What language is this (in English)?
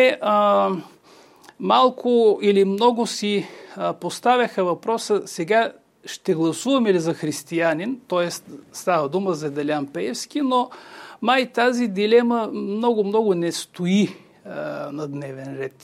Bulgarian